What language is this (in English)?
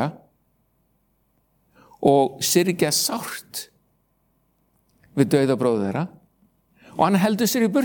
Icelandic